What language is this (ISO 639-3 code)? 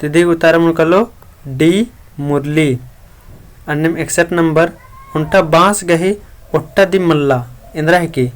kru